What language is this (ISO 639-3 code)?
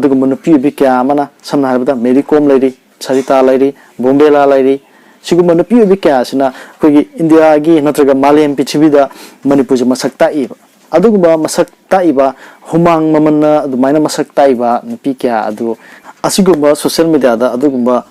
mni